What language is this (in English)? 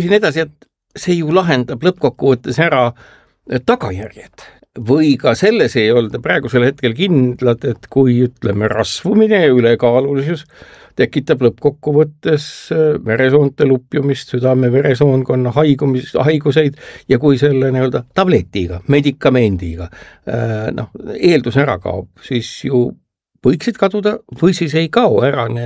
Estonian